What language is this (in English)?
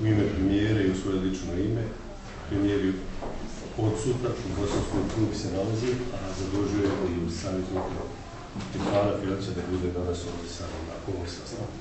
Bosnian